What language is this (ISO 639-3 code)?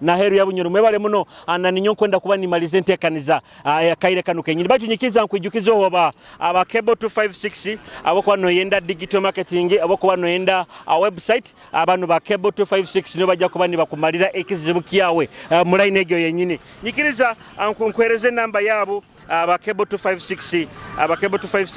nyo